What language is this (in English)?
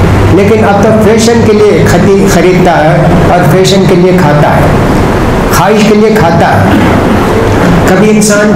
Urdu